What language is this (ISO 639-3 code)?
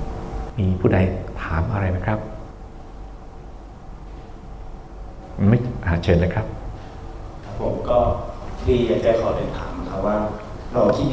tha